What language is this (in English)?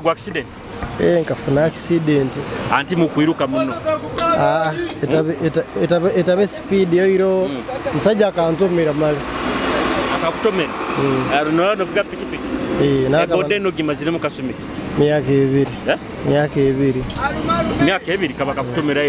Nyoro